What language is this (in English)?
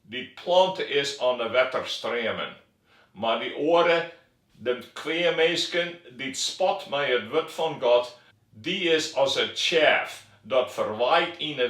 Western Frisian